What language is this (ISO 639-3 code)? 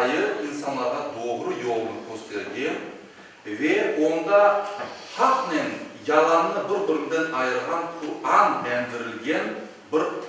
crh